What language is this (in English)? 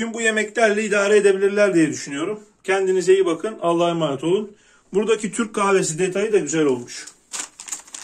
Turkish